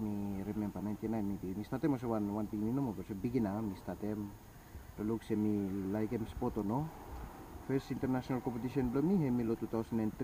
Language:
Bislama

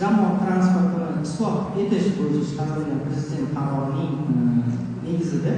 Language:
Uzbek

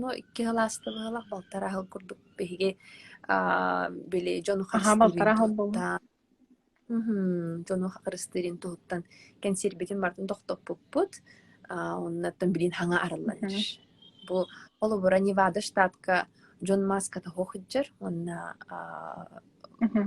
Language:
Yakut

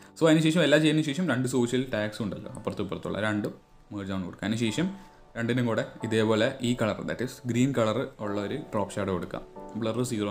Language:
Malayalam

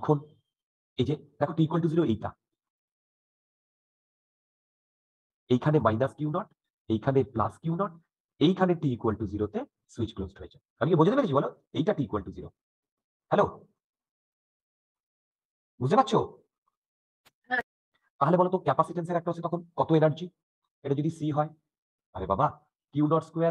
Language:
Bangla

